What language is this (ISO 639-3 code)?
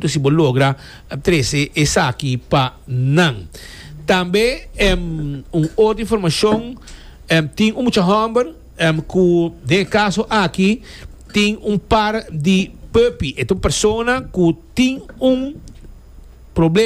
pap